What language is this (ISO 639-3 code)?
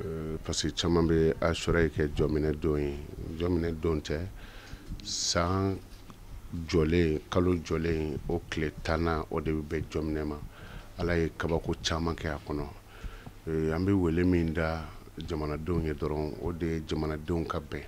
bam